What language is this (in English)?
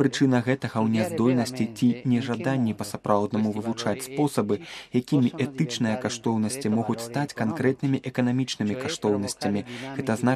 Belarusian